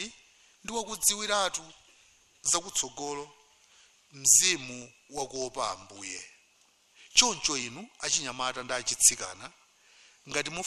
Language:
Nyanja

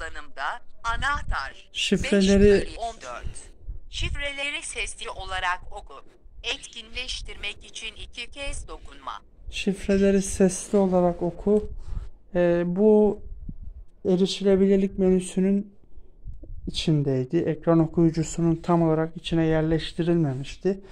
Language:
Turkish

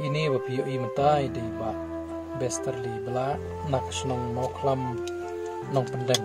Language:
Khasi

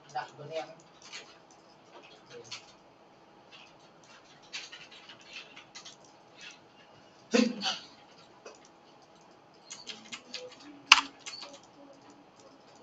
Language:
Vietnamese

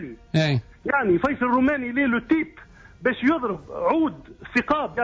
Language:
Tunisian Arabic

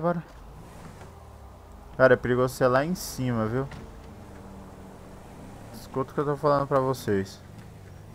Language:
Portuguese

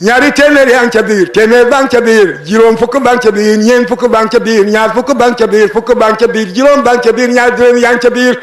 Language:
Wolof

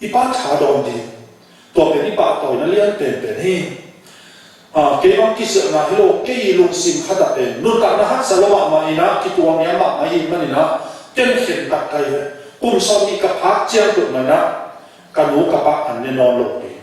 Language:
Tedim Chin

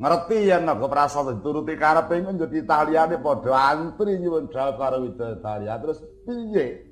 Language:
Javanese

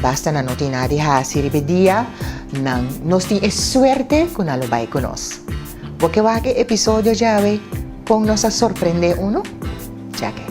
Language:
Papiamento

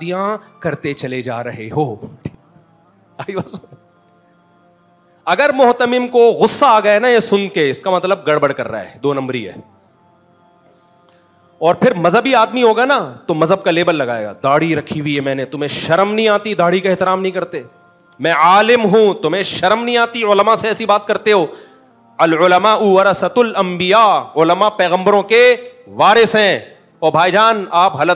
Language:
Urdu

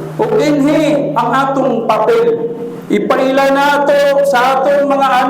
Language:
Cebuano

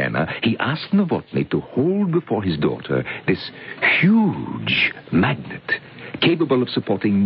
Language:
English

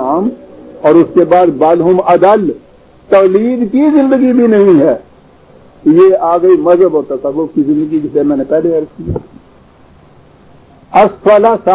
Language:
Urdu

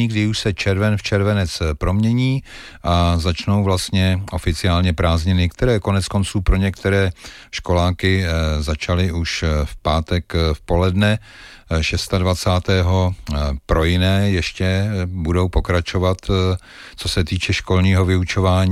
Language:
Czech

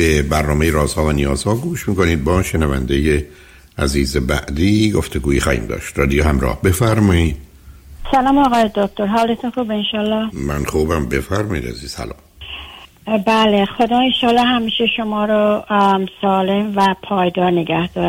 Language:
Persian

